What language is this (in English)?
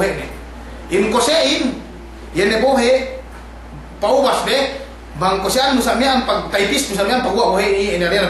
Yakan